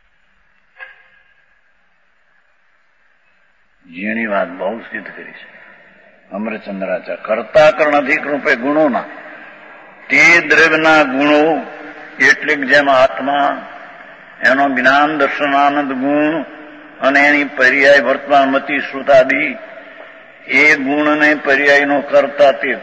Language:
Gujarati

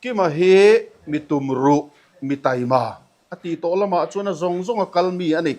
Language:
Mizo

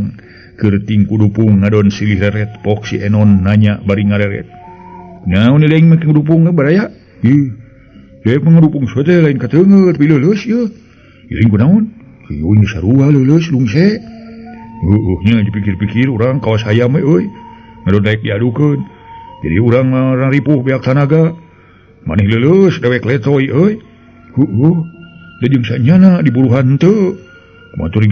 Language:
Sundanese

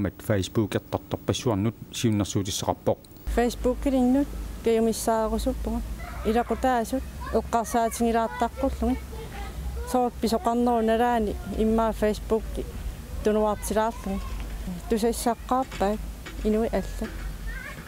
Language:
Kalaallisut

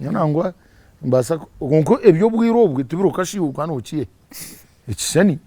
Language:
Nyankole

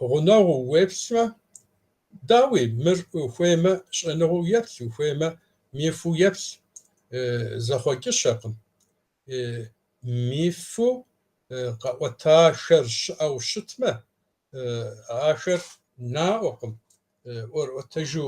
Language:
Kabardian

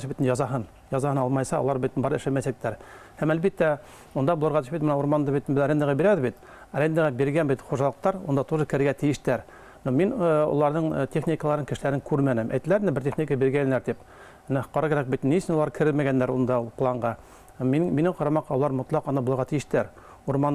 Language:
Bashkir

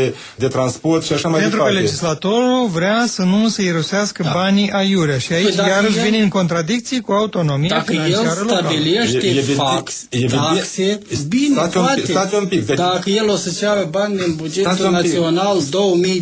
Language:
Romanian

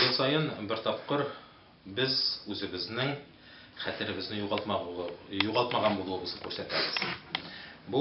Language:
Tatar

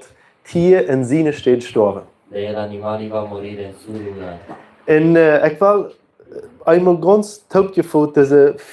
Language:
Plautdietsch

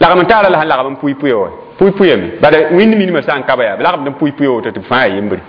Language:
Mossi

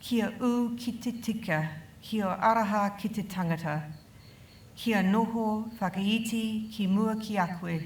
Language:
Māori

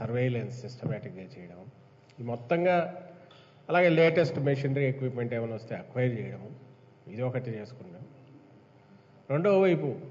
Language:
Telugu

